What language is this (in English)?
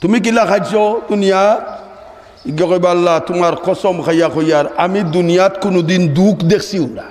Sylheti